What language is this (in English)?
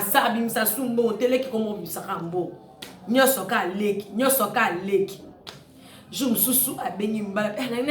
Lingala